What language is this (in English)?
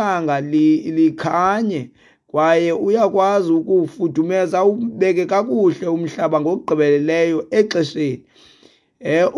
Xhosa